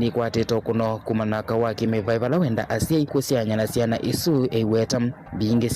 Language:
Kamba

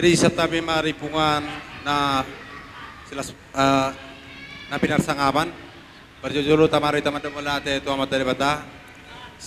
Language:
Batak Toba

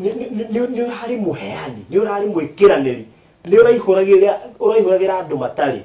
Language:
Kikuyu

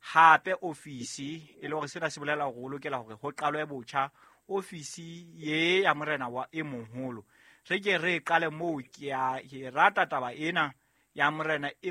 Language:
Southern Sotho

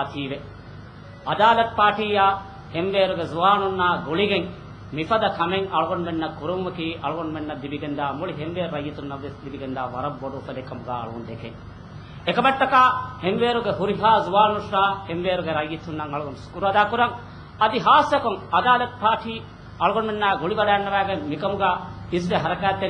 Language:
Divehi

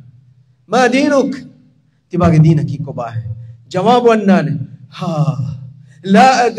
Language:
Divehi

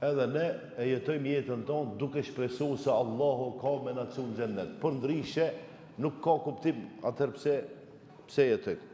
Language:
Albanian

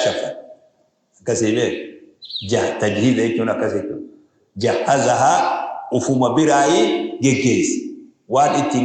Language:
Oromo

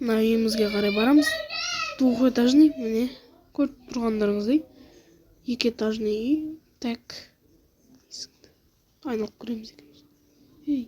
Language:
Kazakh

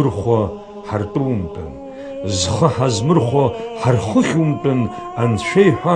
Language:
Abkhazian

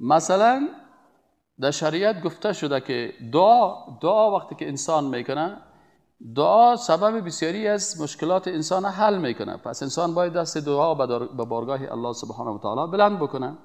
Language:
Persian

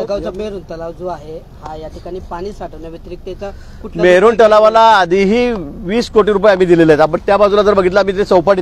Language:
Marathi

